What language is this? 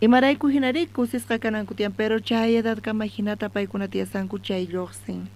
South Bolivian Quechua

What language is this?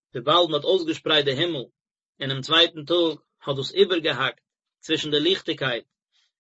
Yiddish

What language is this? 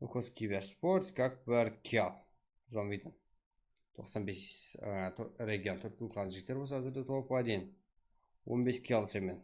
Kara-Kalpak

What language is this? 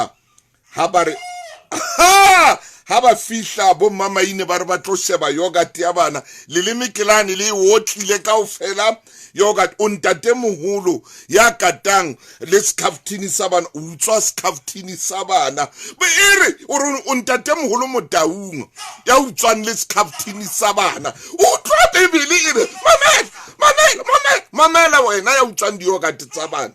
Southern Sotho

